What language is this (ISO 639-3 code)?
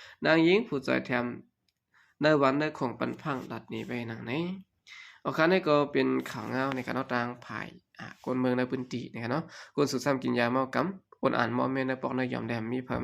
shn